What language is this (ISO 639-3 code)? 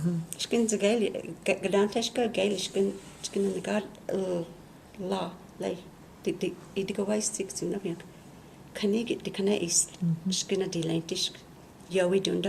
chr